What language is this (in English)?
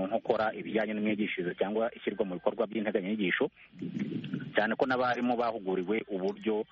Kinyarwanda